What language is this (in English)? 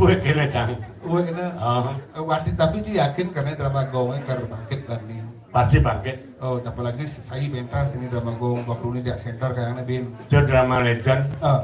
Balinese